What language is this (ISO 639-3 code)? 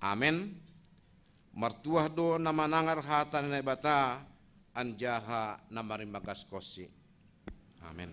bts